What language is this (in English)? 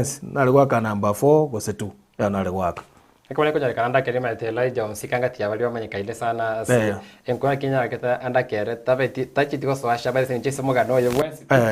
Gusii